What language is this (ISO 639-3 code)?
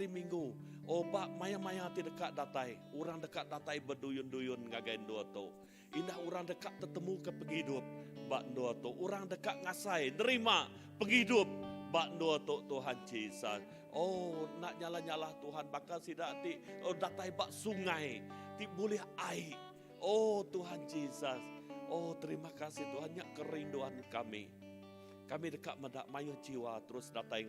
iba